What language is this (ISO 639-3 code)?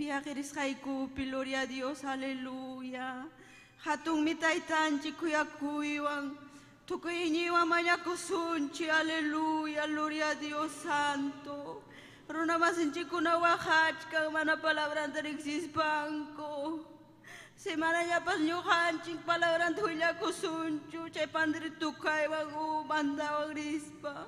quy